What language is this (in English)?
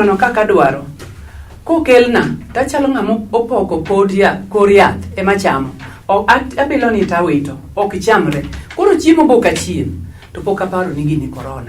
Luo (Kenya and Tanzania)